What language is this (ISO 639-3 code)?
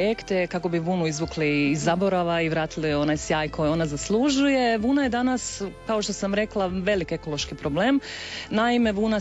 hrv